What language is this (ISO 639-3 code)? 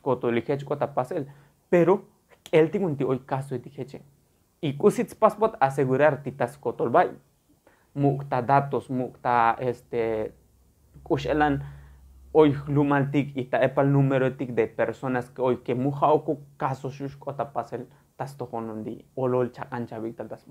tzo